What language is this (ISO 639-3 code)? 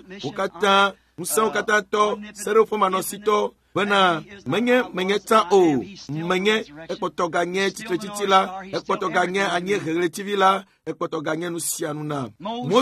ewe